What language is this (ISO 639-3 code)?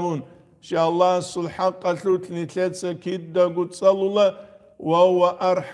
ava